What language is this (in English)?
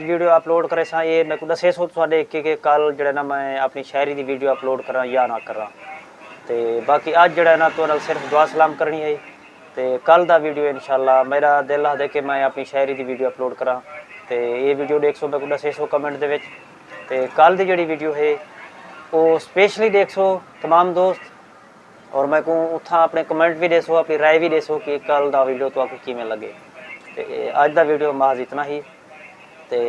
Saraiki